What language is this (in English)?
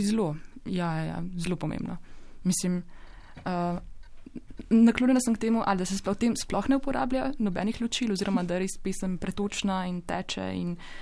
Slovenian